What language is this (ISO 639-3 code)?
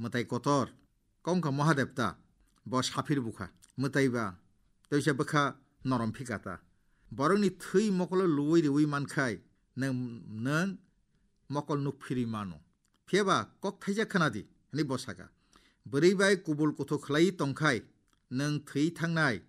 trp